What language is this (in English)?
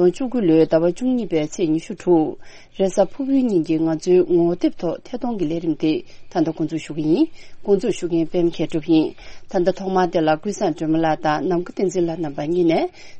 Tibetan